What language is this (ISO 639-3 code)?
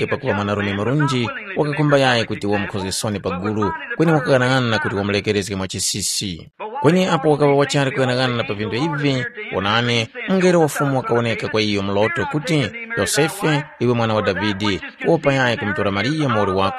tum